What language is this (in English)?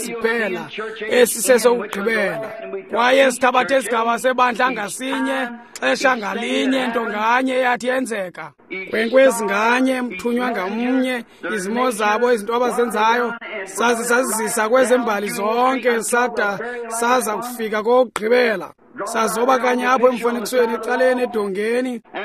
Xhosa